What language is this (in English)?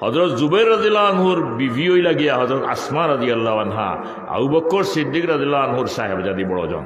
Sylheti